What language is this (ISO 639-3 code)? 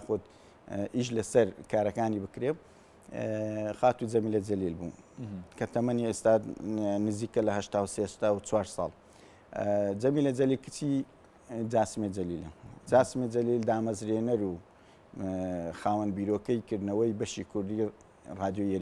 ckb